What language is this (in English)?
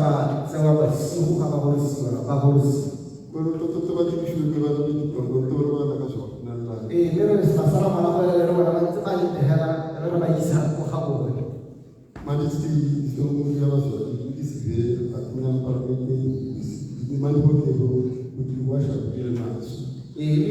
Tswana